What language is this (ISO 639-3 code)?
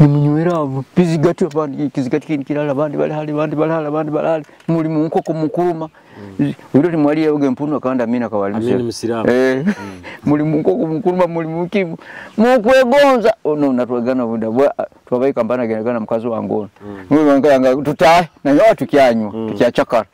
nyo